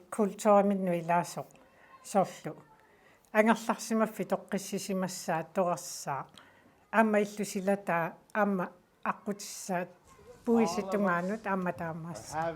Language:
Kalaallisut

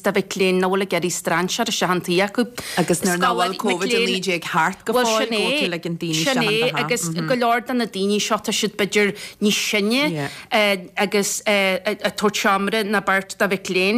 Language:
Irish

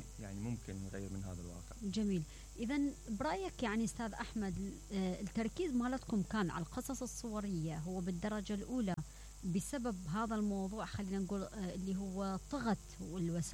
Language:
Mesopotamian Arabic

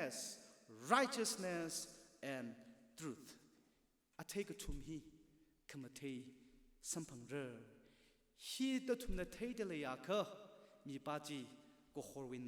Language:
Tangkhul Naga (India)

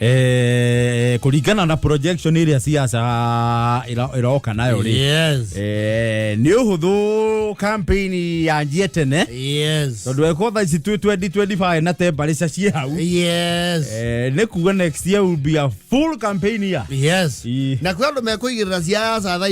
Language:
Kikuyu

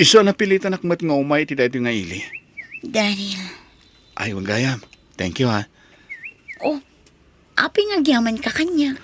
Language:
Iloko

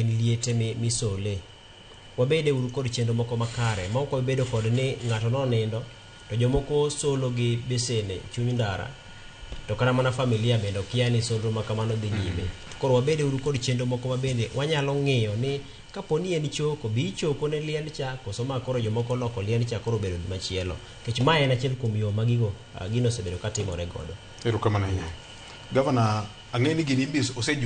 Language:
Luo (Kenya and Tanzania)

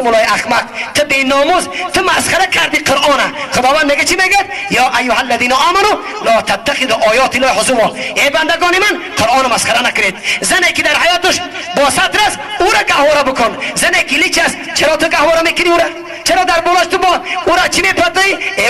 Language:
Tajik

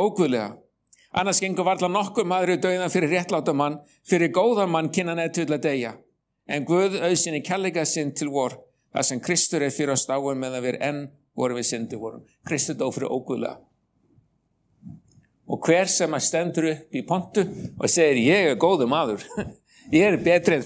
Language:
Icelandic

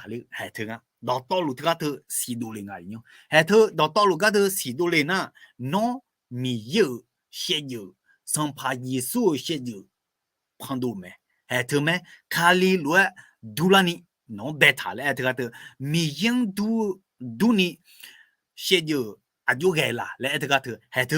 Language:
Akha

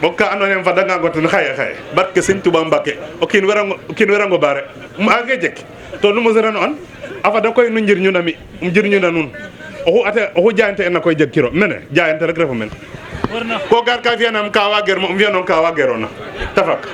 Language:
Wolof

